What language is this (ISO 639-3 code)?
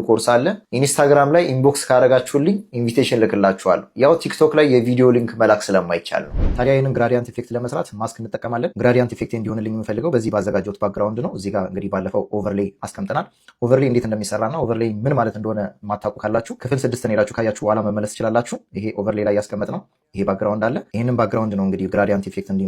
amh